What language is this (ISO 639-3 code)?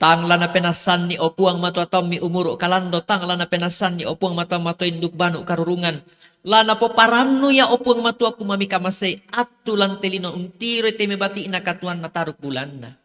sda